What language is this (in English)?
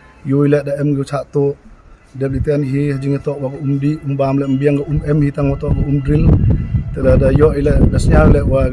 Pnar